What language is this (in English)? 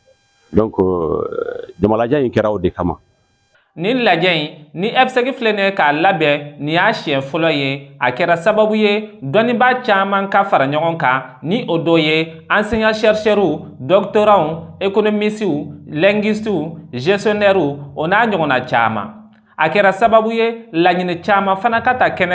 Bambara